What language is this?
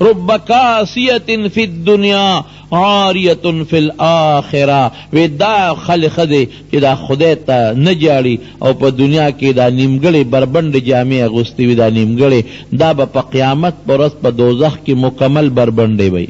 Pashto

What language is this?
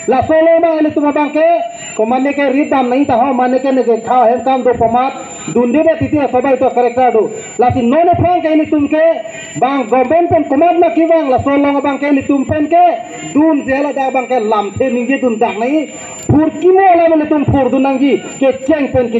Karbi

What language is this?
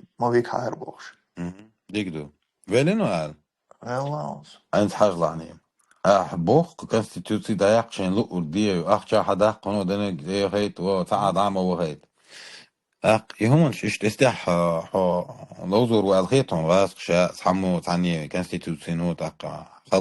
Chechen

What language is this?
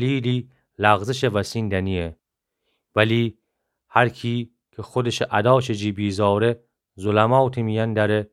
Gilaki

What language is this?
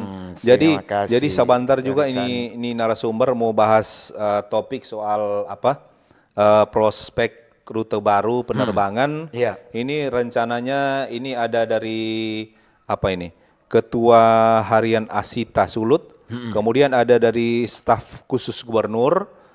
Manado Malay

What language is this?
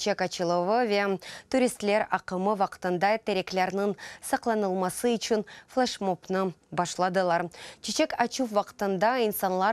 Crimean Tatar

